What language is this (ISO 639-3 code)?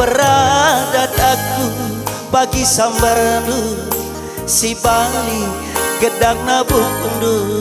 btx